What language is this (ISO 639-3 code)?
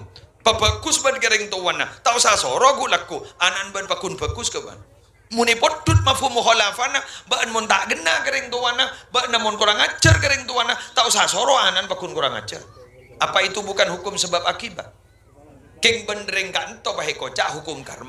mad